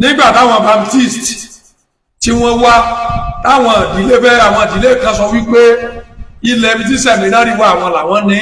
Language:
Yoruba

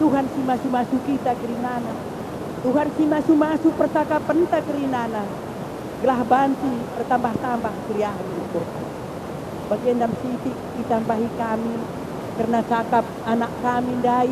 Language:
Batak Karo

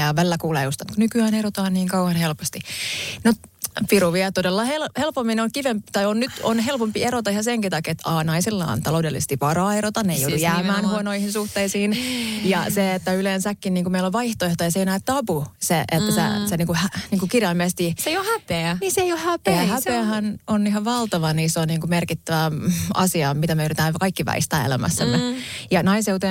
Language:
Finnish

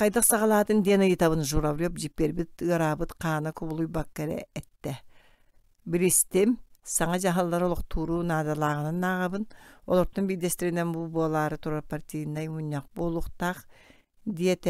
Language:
Yakut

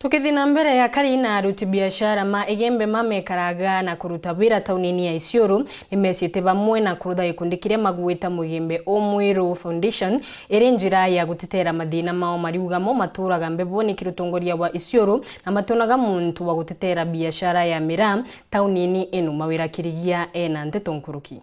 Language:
Meru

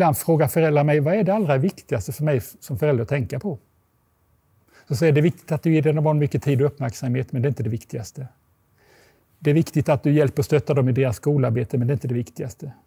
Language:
Swedish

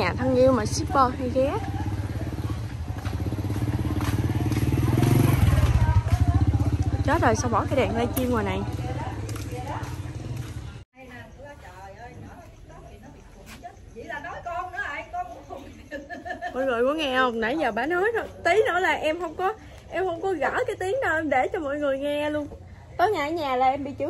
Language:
Vietnamese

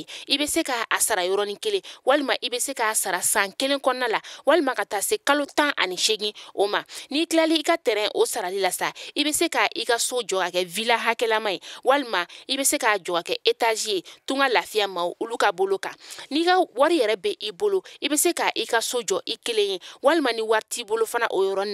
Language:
Bambara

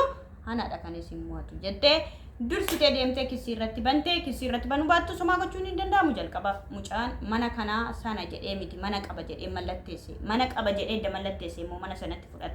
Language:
Oromo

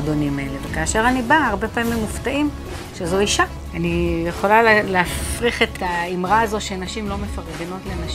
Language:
Hebrew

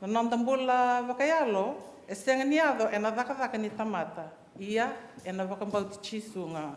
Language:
Fijian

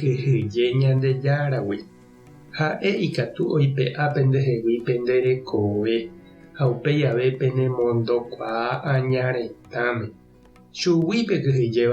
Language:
Guarani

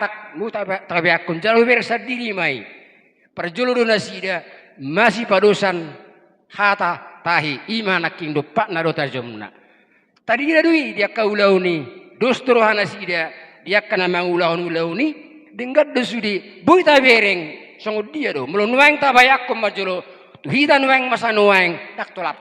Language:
Batak Toba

